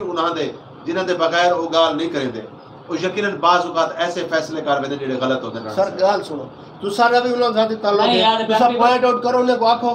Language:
Saraiki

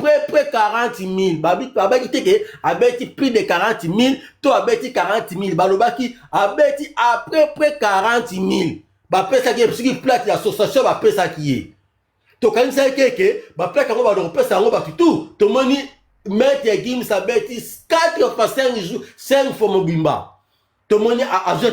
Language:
Lingala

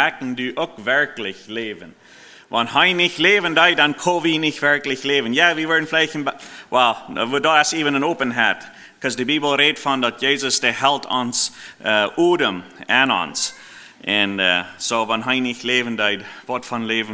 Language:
Plautdietsch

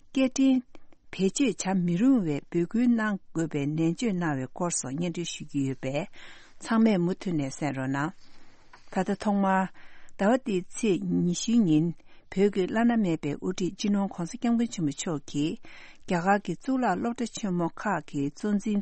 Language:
Tibetan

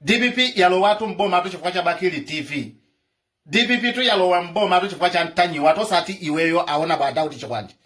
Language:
Nyanja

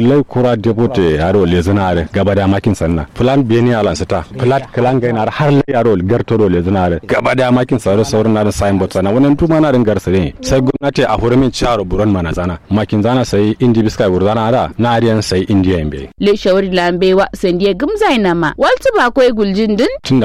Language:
Kanuri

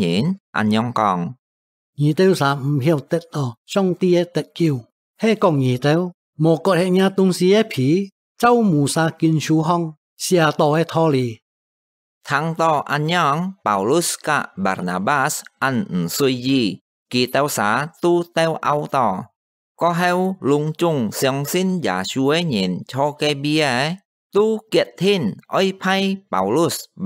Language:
Hakka Chinese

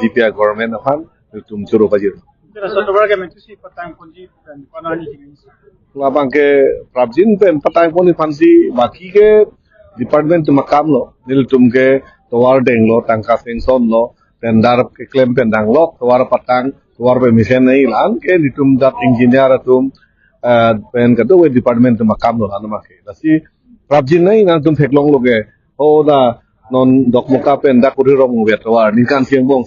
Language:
Karbi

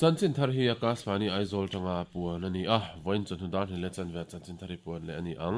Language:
Mizo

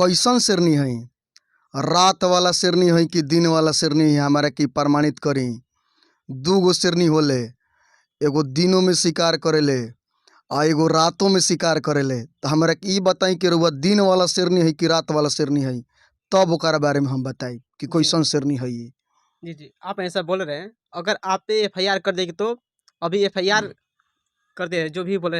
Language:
Bhojpuri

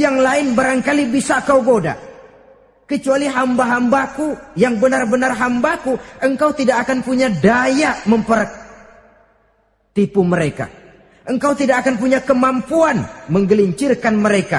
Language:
Indonesian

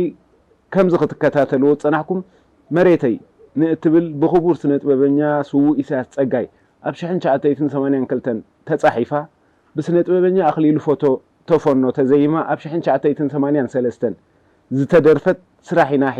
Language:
Tigrinya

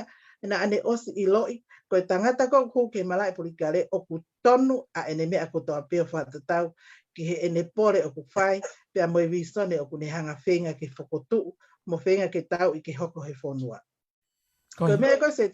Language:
Tongan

